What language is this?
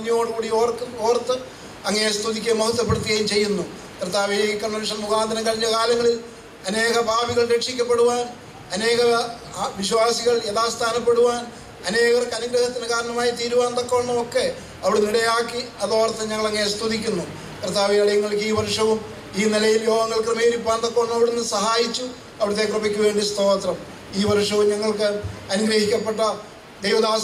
Malayalam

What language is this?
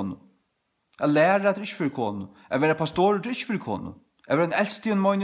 Faroese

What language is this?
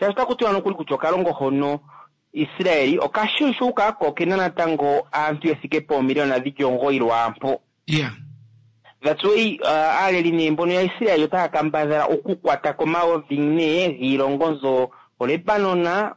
Kuanyama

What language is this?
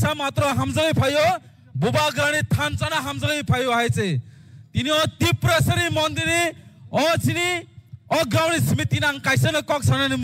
Kok Borok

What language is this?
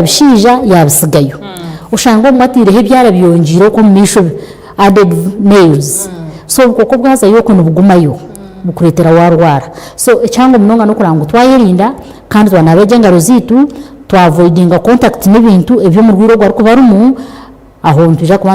Nyankole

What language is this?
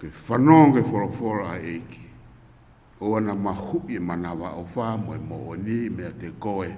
Tongan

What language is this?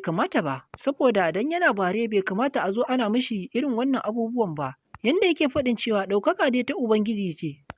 Hausa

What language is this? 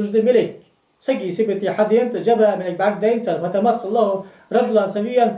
Ingush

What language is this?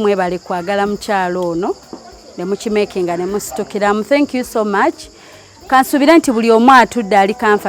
Ganda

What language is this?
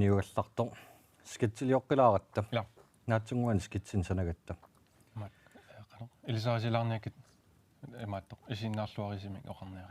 Kalaallisut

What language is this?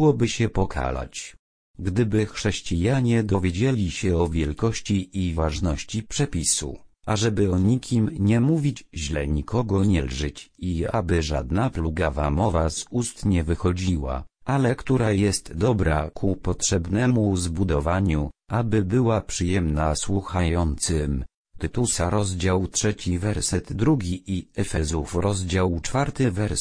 Polish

